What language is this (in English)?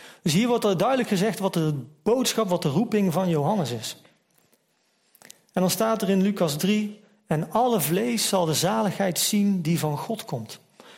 Dutch